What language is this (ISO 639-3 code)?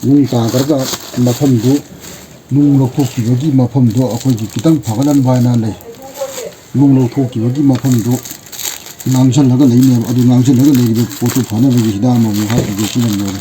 mni